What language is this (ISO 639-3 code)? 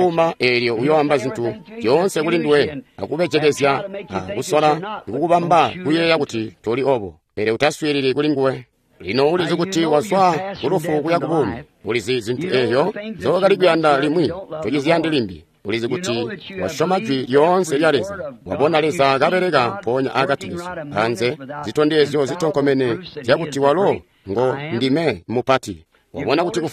toi